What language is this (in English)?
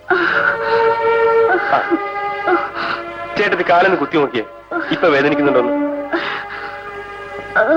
Malayalam